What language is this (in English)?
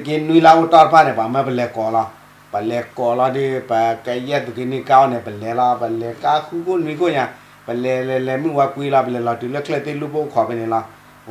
S'gaw Karen